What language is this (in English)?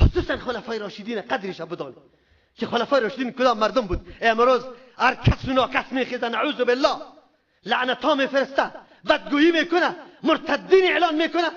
Persian